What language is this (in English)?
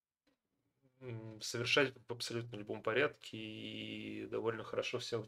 Russian